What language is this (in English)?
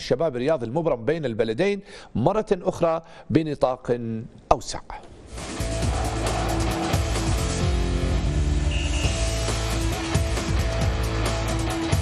Arabic